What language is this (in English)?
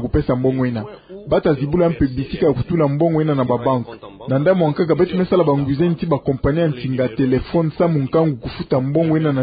Kituba (Democratic Republic of Congo)